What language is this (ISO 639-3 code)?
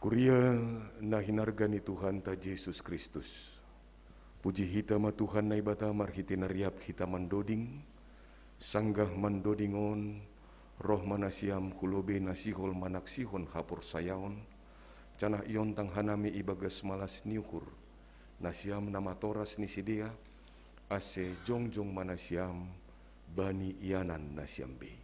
bts